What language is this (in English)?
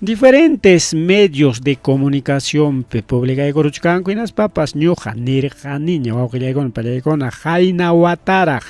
Ayacucho Quechua